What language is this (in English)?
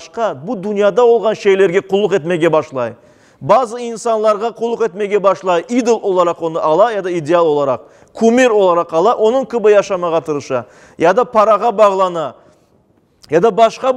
Crimean Tatar